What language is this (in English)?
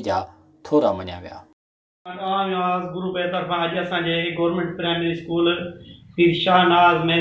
Sindhi